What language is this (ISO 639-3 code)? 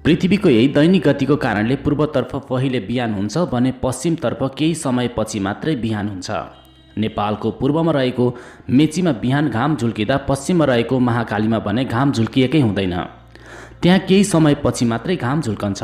nep